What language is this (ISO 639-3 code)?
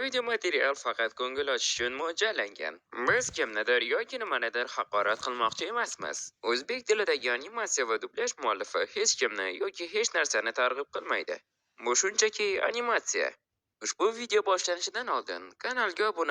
uzb